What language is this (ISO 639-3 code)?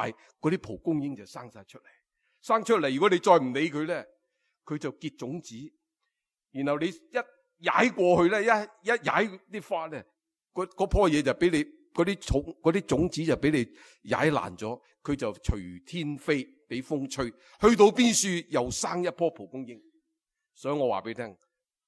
yue